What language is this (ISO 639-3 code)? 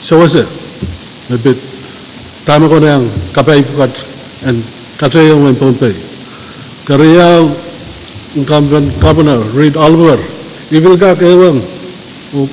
pon